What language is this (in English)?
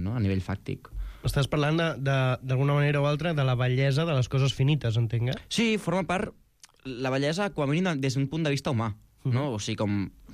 Catalan